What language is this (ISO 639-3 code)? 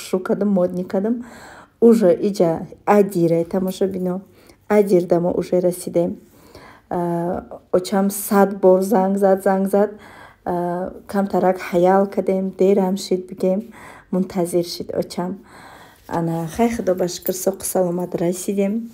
tgk